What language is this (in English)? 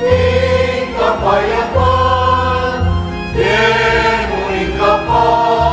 Pampanga